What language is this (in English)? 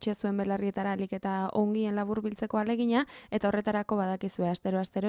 Basque